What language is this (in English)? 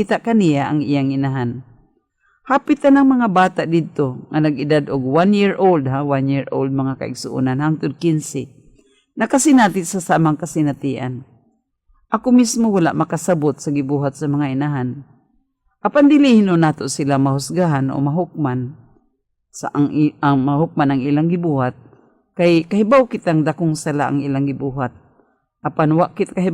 Cebuano